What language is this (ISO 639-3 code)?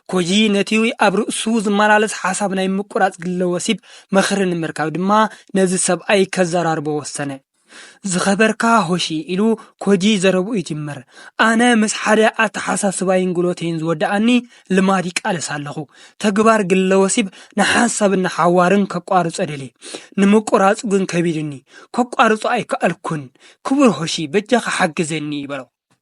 tir